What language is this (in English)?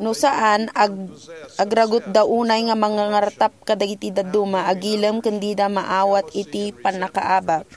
Iloko